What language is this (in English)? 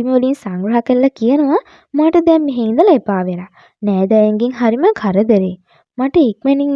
Sinhala